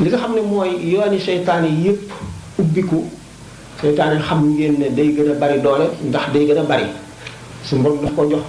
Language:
Wolof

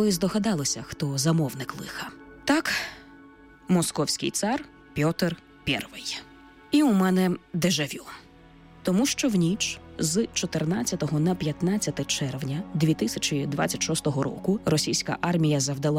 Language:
Ukrainian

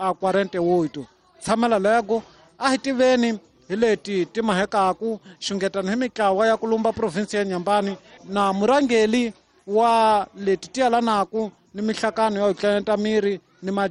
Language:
Tsonga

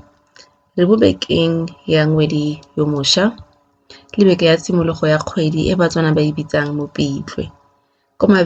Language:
Tswana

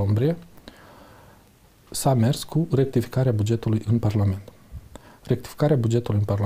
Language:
Romanian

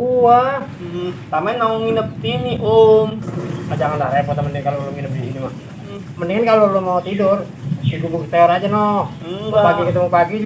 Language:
Betawi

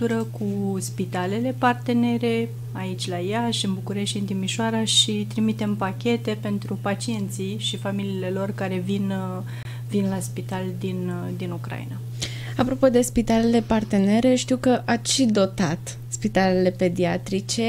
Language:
Romanian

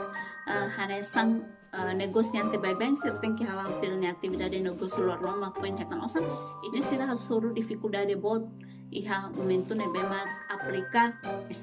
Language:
Tetum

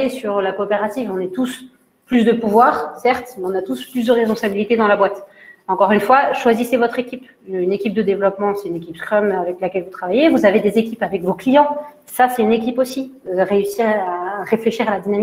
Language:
French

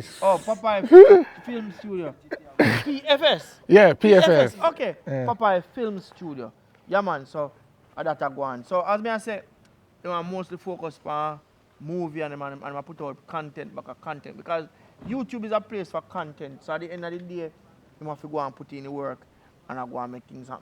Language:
Jamaican Creole English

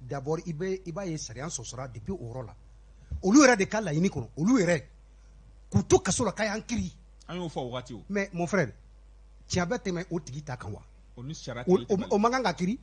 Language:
Bambara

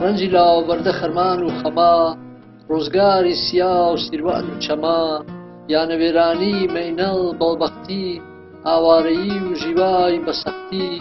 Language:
Gurani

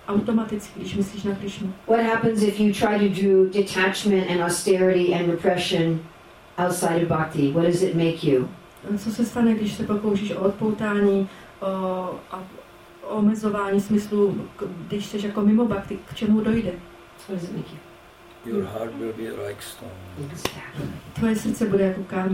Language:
Czech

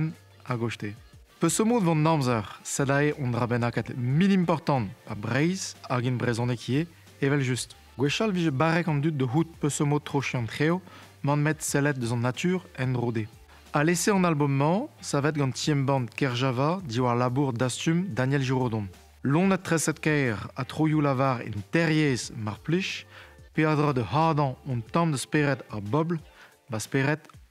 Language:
Breton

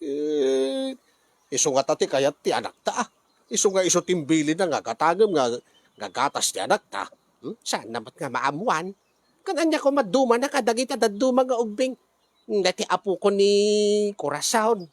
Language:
Iloko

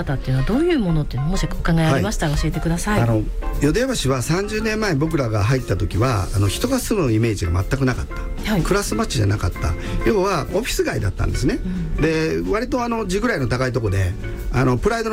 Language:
Japanese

